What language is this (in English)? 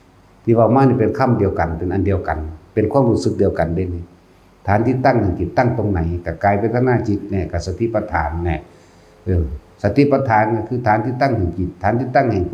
Northeastern Thai